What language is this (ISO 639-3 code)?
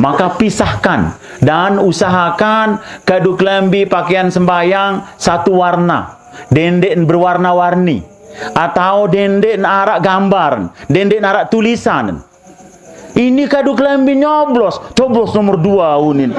sas